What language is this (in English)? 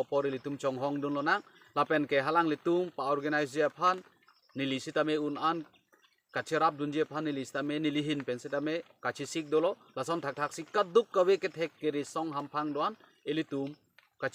Karbi